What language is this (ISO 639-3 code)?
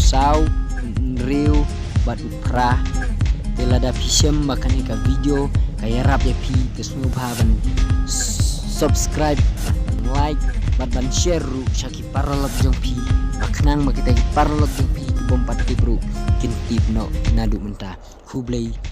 kha